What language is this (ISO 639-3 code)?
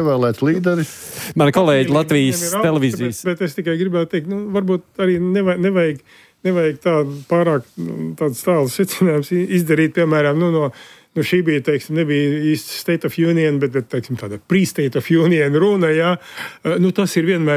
lav